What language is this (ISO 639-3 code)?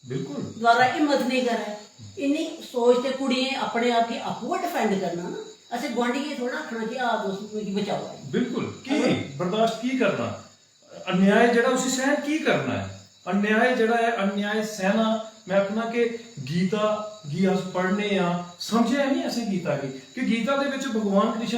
doi